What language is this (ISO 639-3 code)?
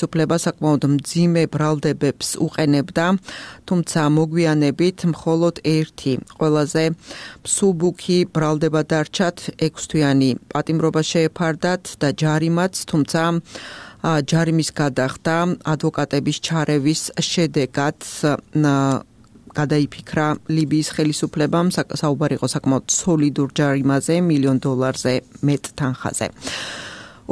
kat